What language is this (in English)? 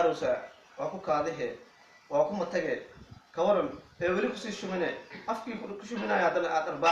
Somali